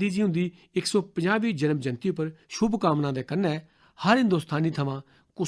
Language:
Dogri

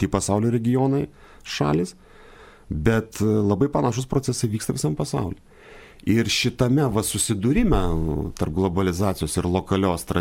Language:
Lithuanian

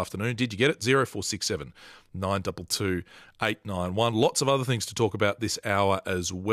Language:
English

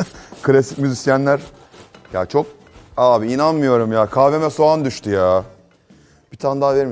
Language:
Turkish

